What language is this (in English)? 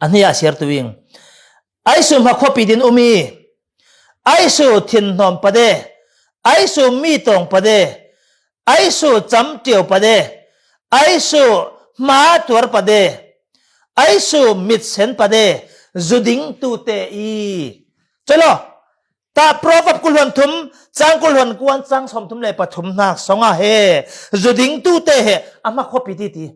Falam Chin